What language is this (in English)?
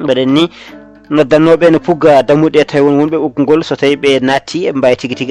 Fula